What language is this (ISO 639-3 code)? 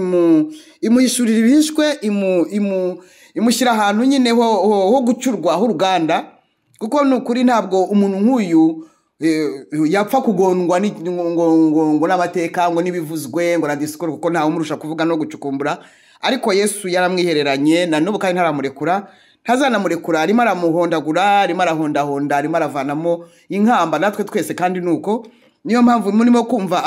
kin